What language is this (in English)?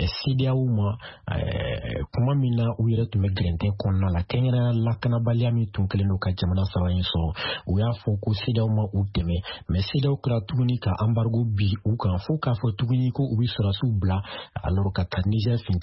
Bambara